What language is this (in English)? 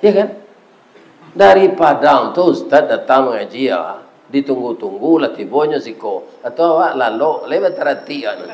Minangkabau